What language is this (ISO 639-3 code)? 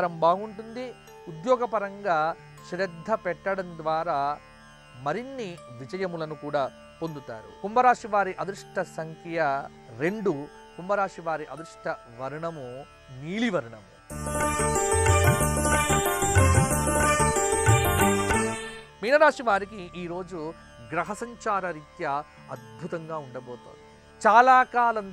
tel